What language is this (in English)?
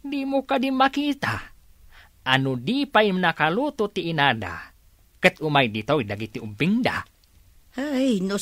Iloko